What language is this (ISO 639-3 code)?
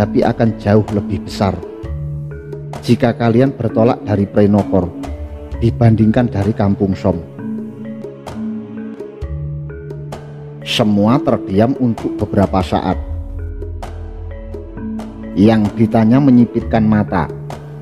ind